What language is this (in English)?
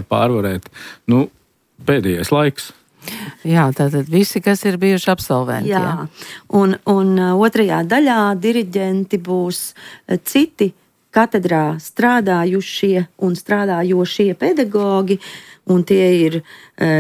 Latvian